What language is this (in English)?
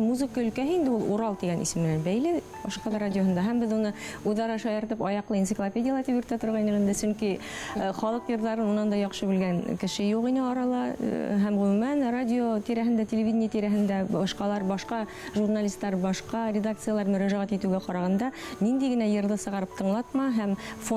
Bashkir